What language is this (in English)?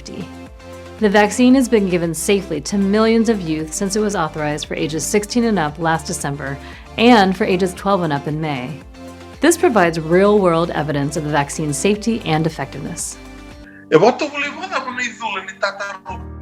Fijian